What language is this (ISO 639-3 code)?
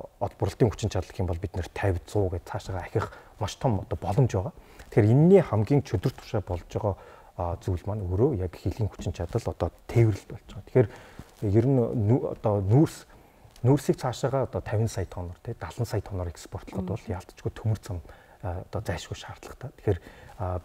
mon